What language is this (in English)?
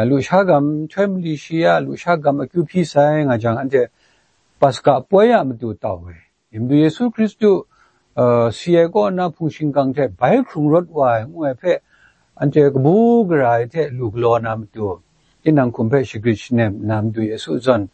Kachin